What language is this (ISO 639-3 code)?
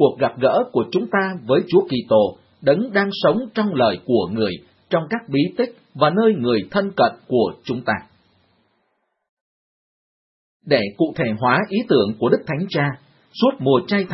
vie